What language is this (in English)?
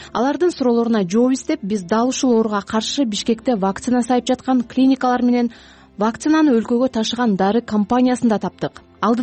Kyrgyz